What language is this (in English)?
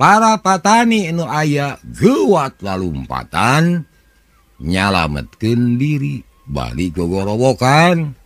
Sundanese